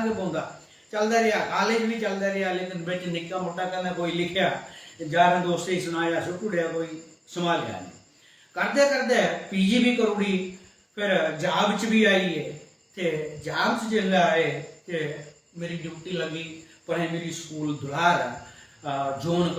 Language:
Dogri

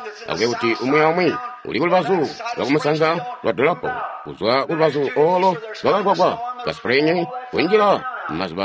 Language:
Tonga (Zambia)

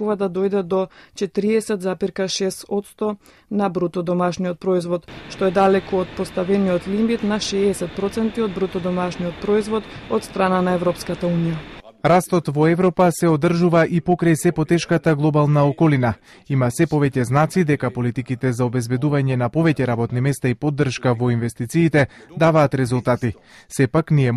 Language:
Macedonian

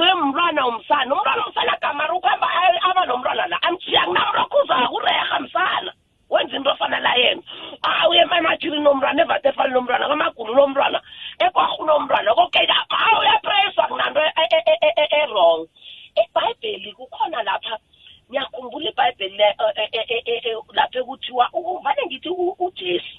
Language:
South Ndebele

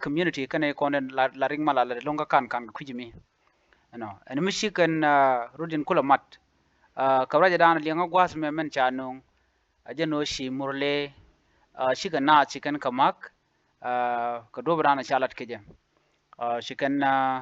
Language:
Nuer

